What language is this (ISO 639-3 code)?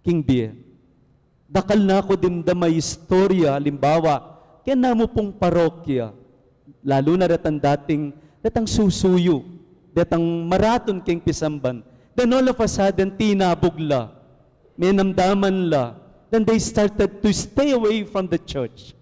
pam